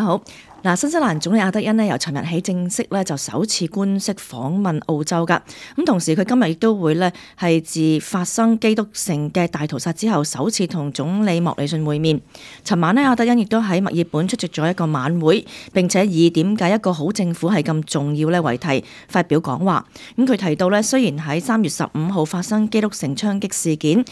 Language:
Cantonese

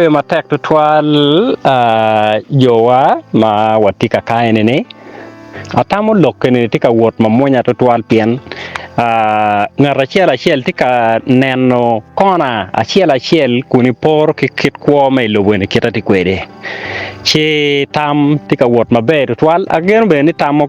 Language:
Acoli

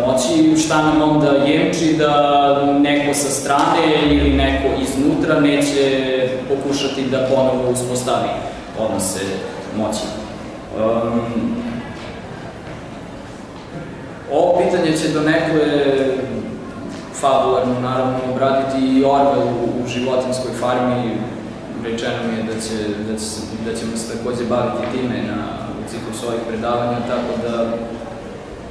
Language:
Serbian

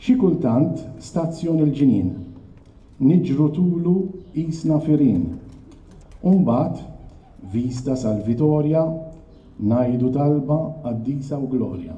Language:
Maltese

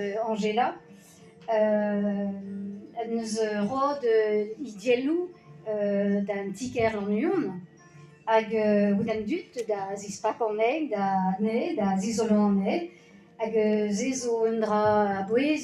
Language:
Breton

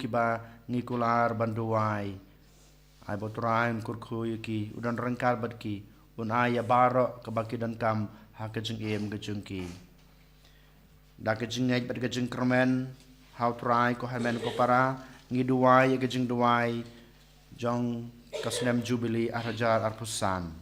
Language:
Khasi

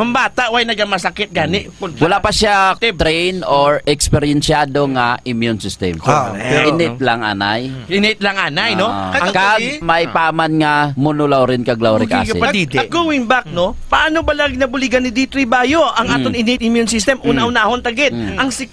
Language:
Hiligaynon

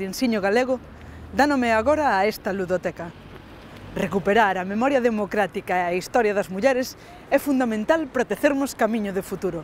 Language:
Galician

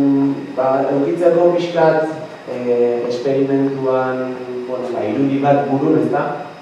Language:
Basque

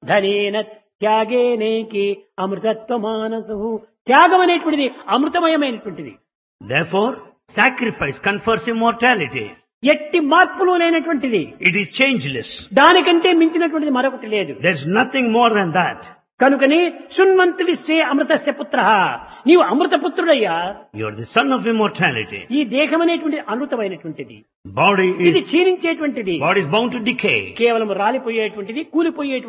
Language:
Telugu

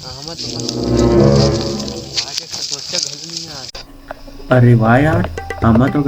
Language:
Chhattisgarhi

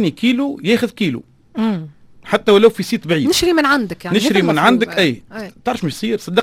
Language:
Tunisian Arabic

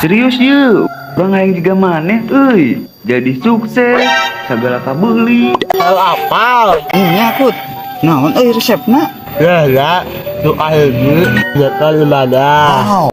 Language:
Sundanese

